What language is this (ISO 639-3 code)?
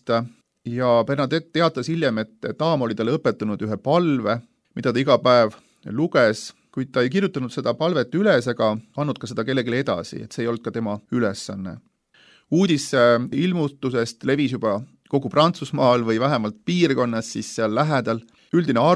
est